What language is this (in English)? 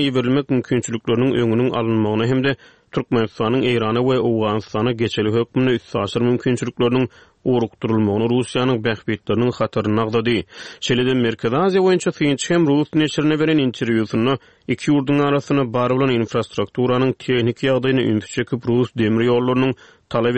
Turkmen